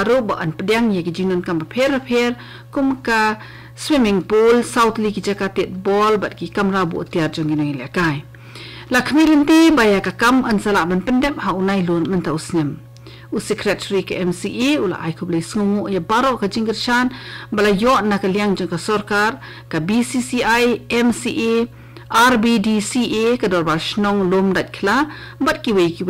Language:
Khasi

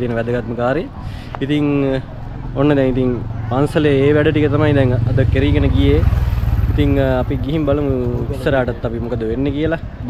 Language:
Sinhala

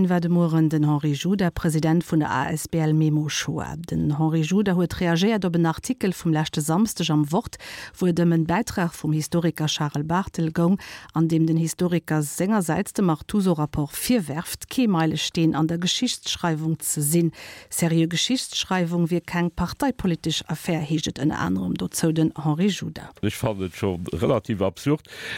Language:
Luxembourgish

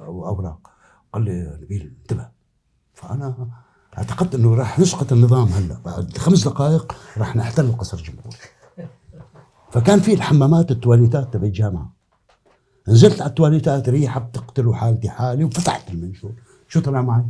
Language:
North Levantine Arabic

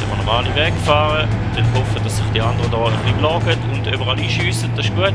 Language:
Swiss German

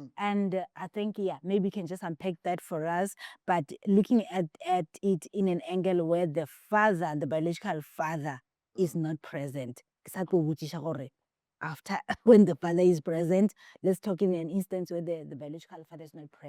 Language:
Northern Sotho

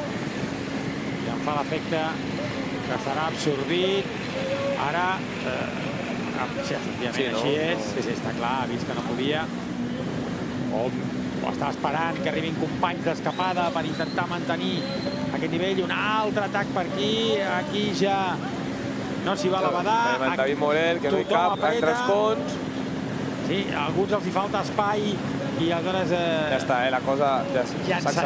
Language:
Catalan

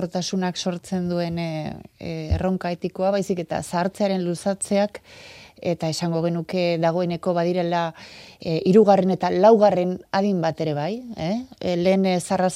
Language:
Basque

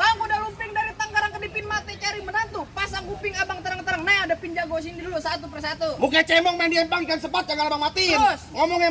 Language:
Betawi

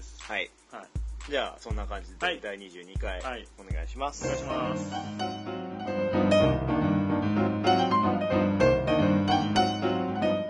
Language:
Japanese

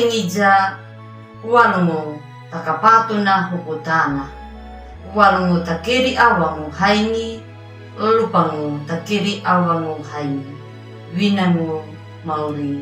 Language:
Anakalangu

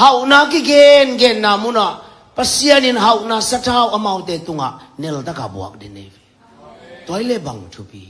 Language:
Tedim Chin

